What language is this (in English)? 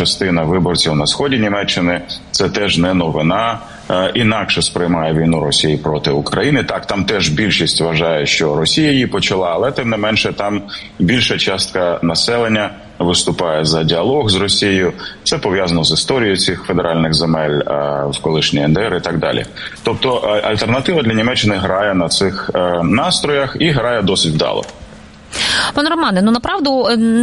Ukrainian